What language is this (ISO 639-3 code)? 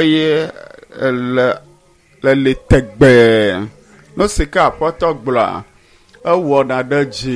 ewe